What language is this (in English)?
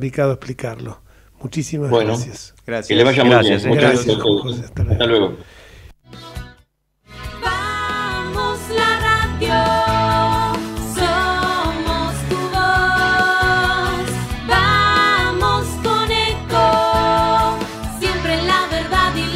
Spanish